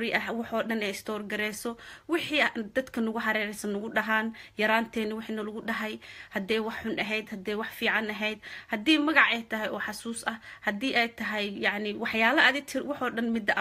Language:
Somali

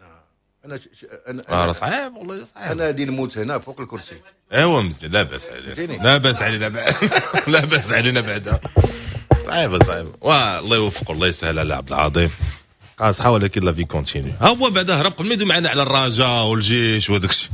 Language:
Moroccan Arabic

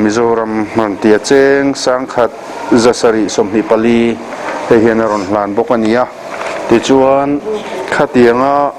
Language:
Mizo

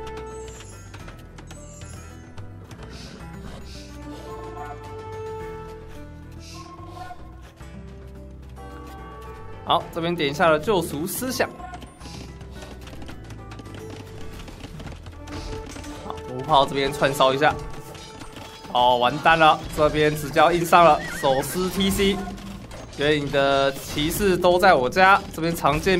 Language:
Chinese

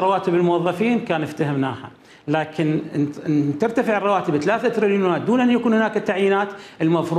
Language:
Mesopotamian Arabic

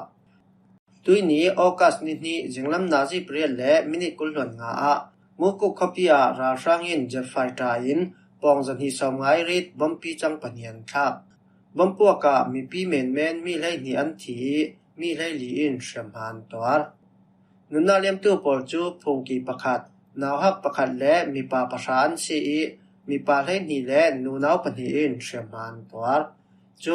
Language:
Falam Chin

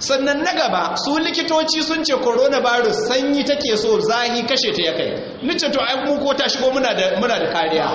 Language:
Hausa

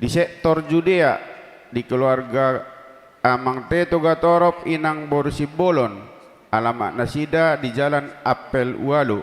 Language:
Batak Toba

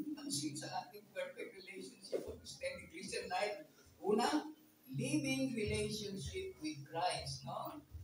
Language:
Filipino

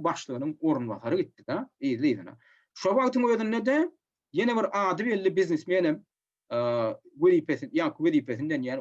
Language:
Turkmen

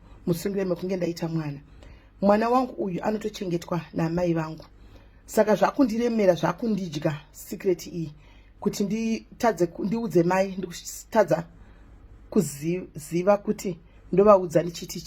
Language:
Shona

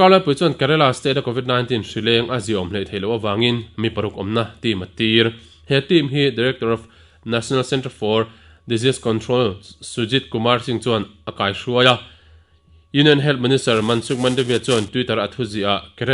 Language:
Mizo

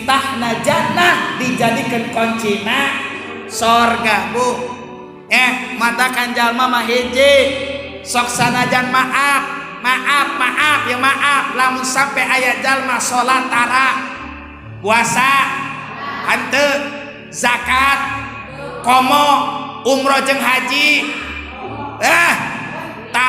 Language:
Sundanese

